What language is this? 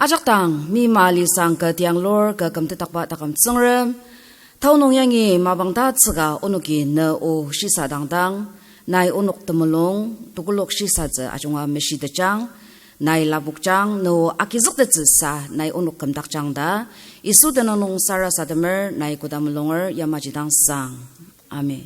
Ao Naga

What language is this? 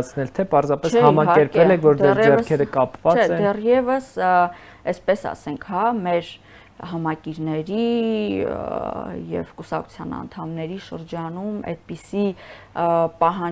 Armenian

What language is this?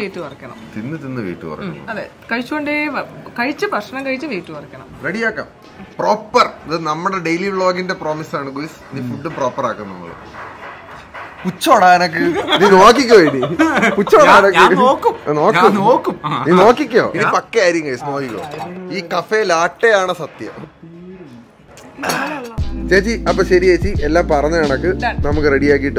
Malayalam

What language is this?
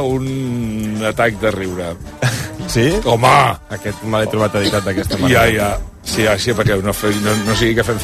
Catalan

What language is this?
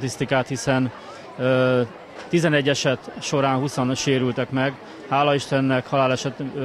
Hungarian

